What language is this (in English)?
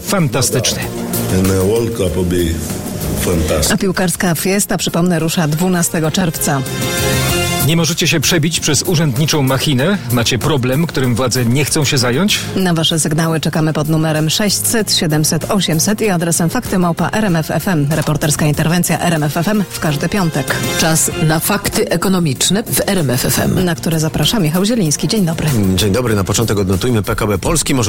Polish